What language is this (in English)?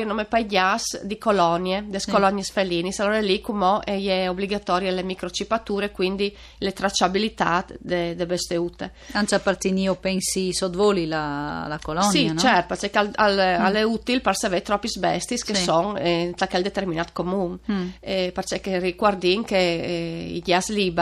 Friulian